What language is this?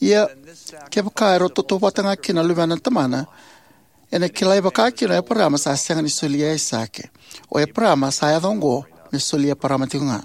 Fijian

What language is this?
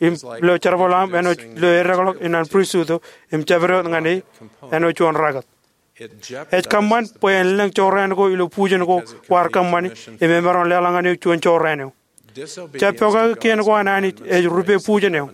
Marshallese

